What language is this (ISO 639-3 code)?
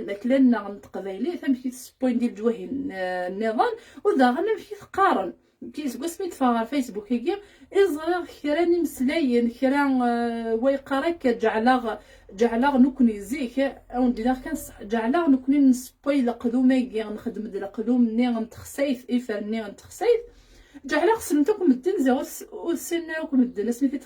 kab